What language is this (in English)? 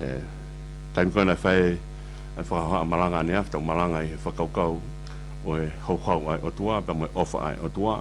Tongan